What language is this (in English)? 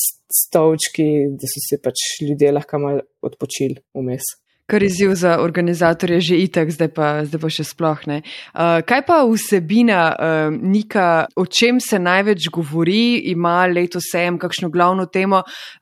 Slovenian